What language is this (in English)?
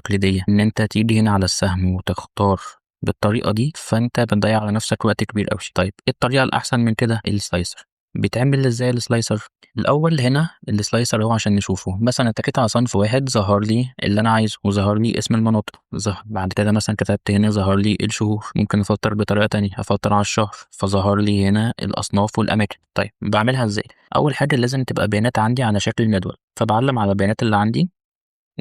Egyptian Arabic